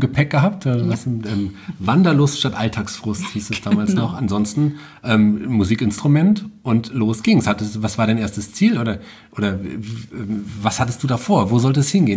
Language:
German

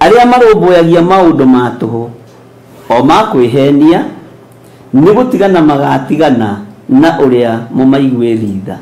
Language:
Kikuyu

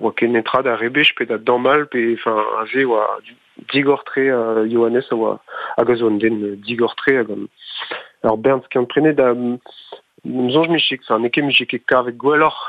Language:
Breton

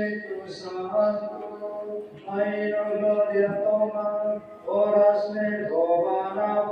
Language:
Tetum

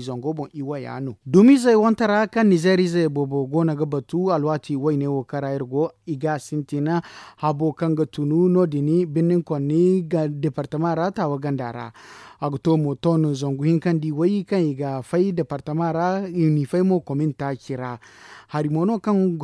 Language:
Zarma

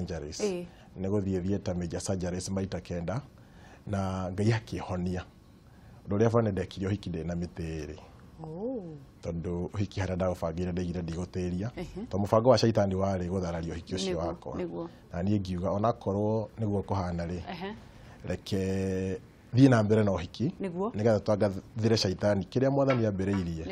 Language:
Kikuyu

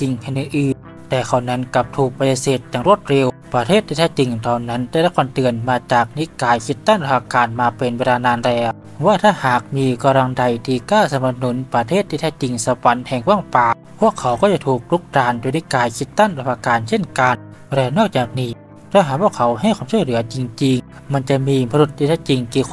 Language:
Thai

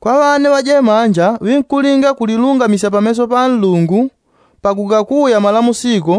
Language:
Yao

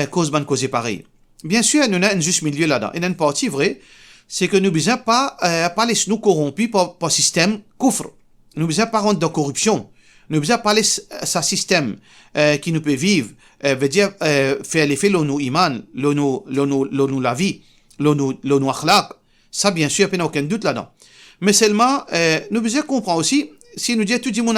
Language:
Morisyen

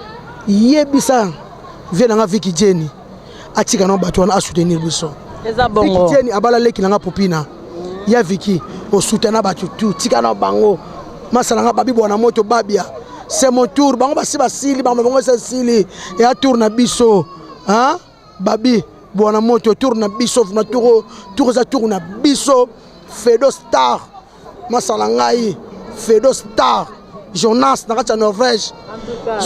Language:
Lingala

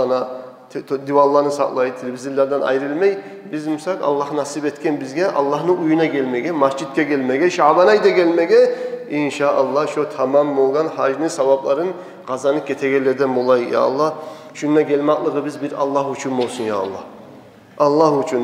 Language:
Kumyk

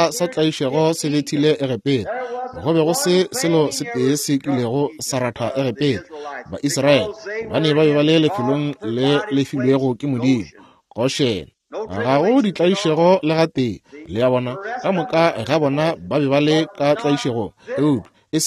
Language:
Northern Sotho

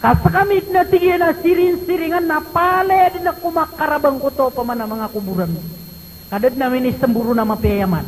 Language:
Maranao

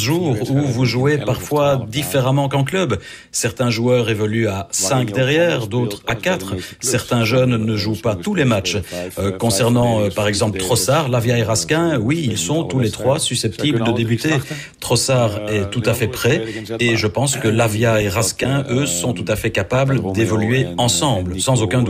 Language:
French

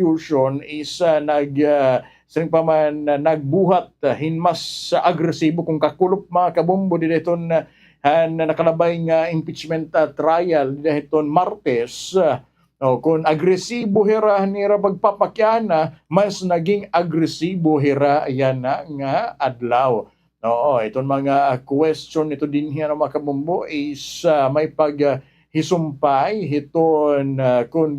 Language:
Waray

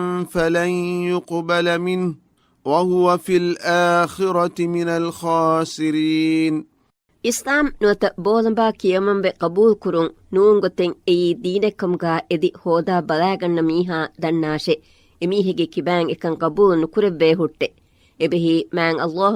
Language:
Divehi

